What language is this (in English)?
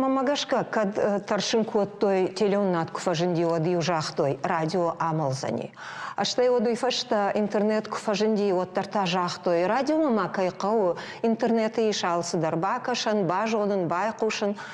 Ossetic